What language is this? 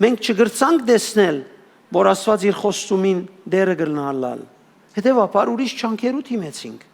Western Armenian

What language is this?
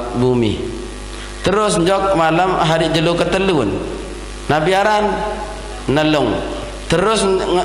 Sasak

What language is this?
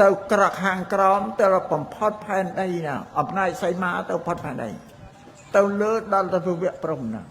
Khmer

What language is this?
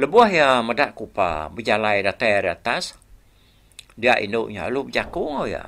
Iban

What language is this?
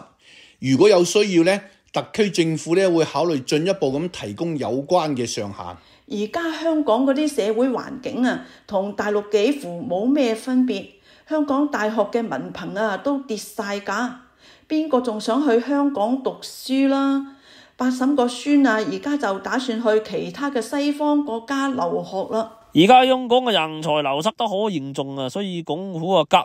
Cantonese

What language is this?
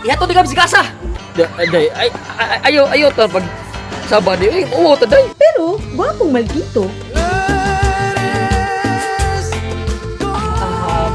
Cebuano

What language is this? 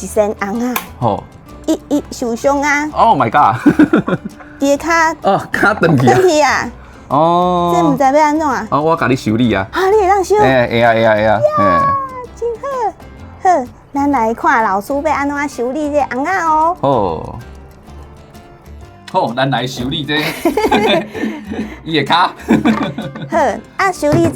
Min Nan Chinese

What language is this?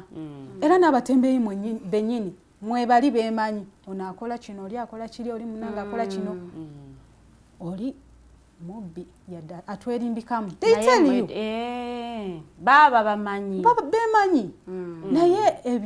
Ganda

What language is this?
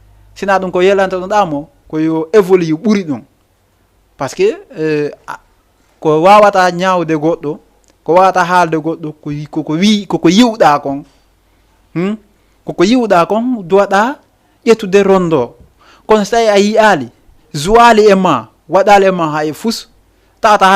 Fula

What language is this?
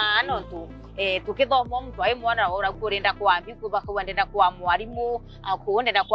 Meru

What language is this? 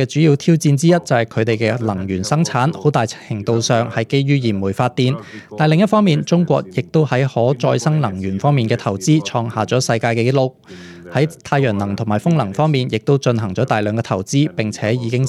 Cantonese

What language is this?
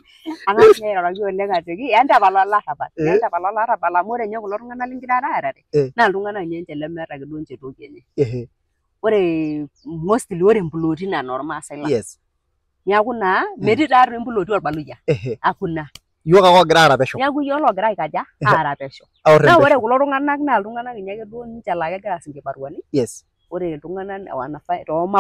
Masai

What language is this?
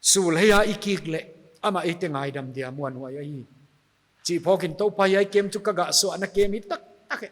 Paite Chin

